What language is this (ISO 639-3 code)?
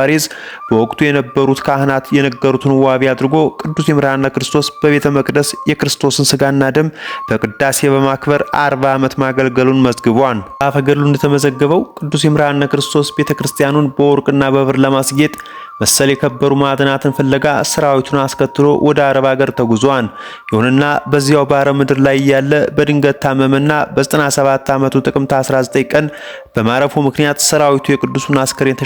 amh